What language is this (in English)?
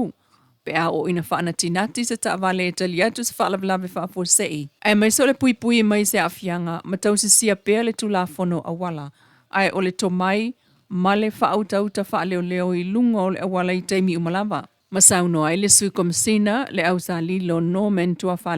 Samoan